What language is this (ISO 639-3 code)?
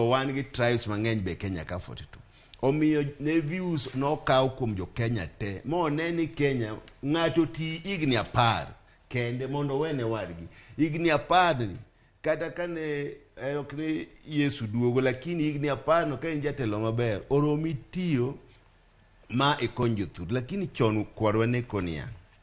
luo